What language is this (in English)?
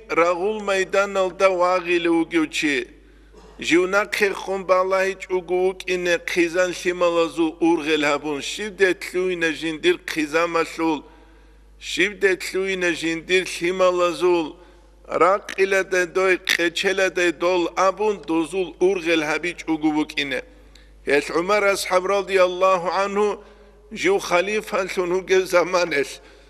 Avaric